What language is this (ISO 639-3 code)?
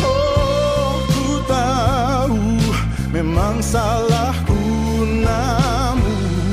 ind